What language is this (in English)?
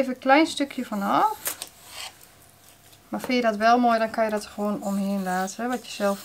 Dutch